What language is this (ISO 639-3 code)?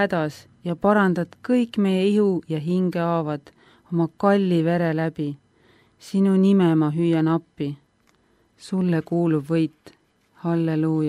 est